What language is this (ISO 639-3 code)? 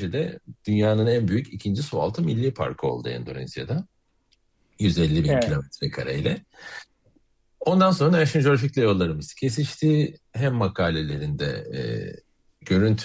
tur